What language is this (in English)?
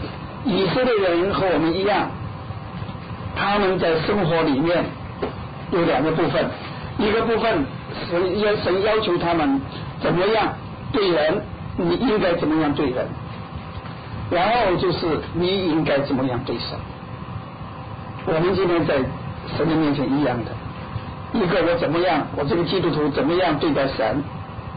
Chinese